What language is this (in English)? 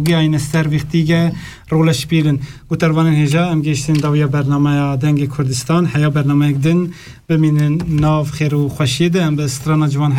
Kurdish